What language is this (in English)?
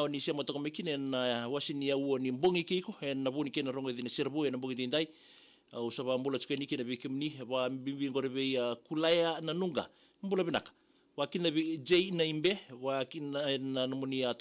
Fijian